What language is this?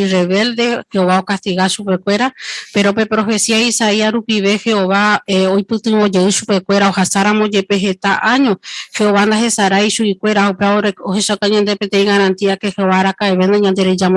Guarani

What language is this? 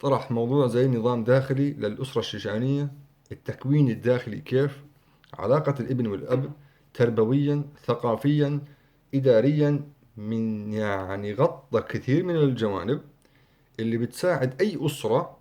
North Levantine Arabic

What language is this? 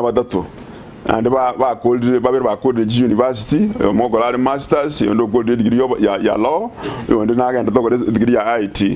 Gusii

